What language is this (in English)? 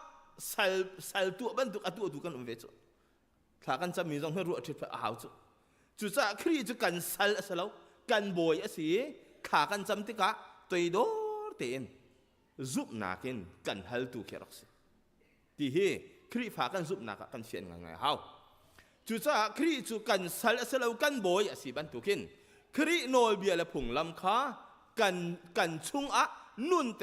Hakha Chin